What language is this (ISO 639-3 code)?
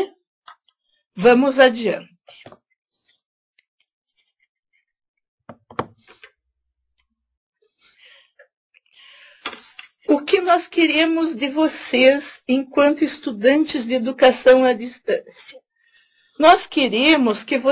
por